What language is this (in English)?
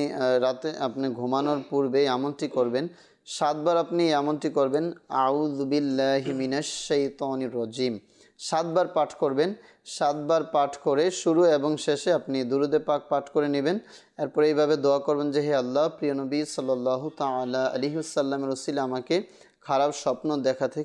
Bangla